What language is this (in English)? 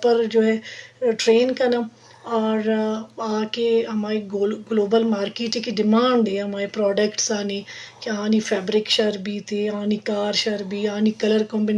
Eastern Balochi